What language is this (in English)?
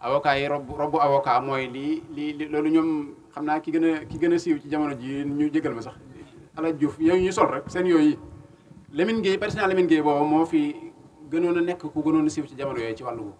Wolof